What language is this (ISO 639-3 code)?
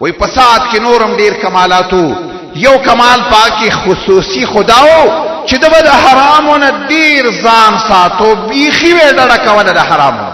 pus